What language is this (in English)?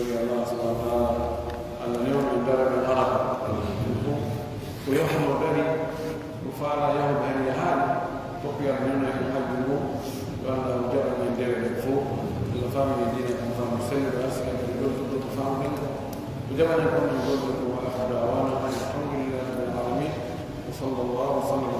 Pular